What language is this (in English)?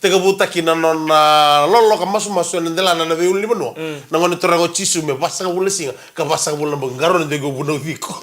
Fijian